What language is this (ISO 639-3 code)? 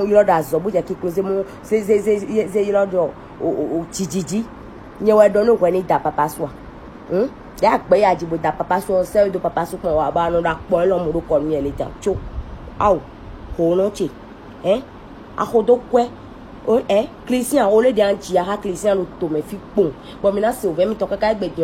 fon